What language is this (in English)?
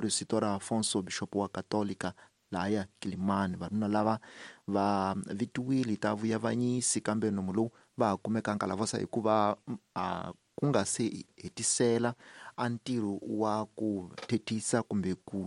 Tsonga